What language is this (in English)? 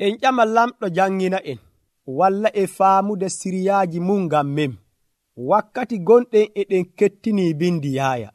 Nigerian Fulfulde